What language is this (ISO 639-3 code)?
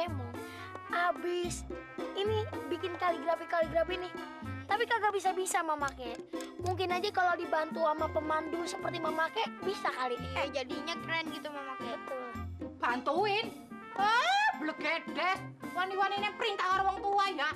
bew